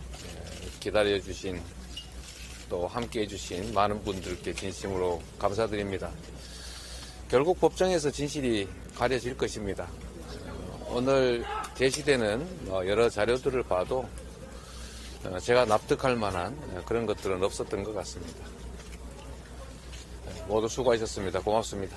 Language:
Korean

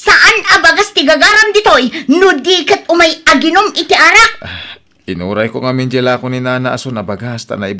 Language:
Iloko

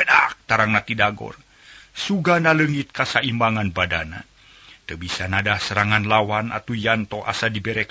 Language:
Sundanese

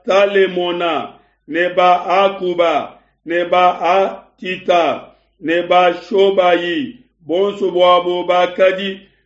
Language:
Luba-Lulua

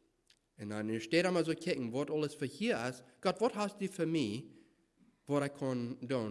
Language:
Plautdietsch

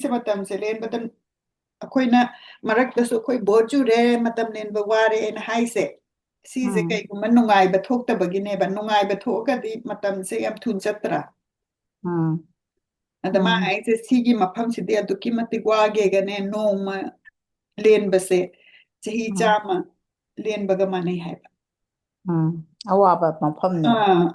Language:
Manipuri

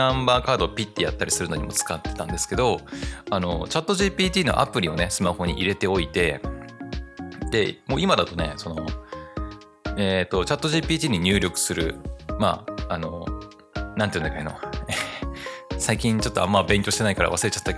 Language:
Japanese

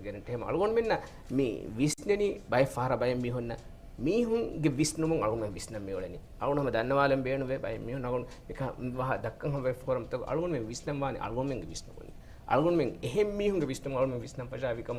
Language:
Divehi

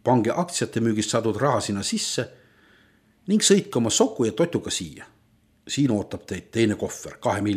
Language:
Estonian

